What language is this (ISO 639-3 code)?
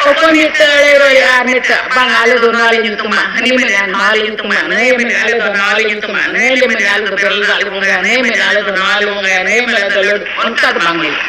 sat